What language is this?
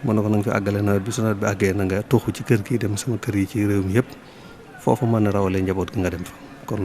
Wolof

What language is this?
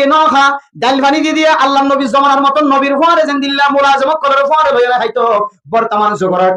Rohingya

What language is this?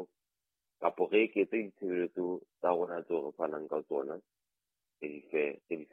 Southern Sotho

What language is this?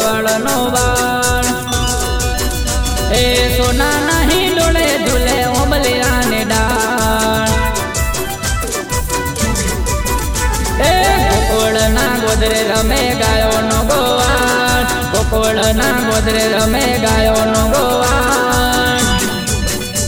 Gujarati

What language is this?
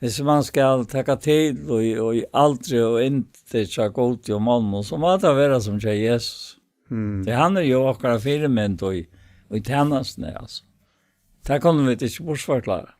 Faroese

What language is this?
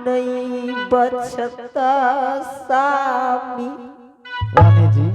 Angika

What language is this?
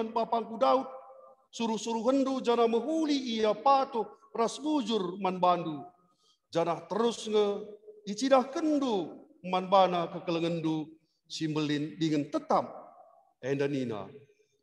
Batak Karo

